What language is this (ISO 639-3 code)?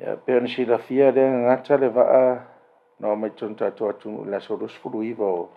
smo